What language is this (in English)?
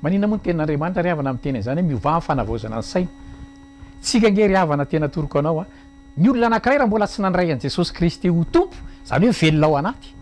Malagasy